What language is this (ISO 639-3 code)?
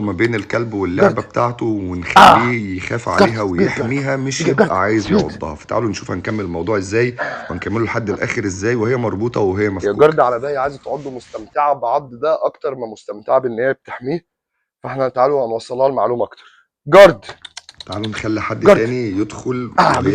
arz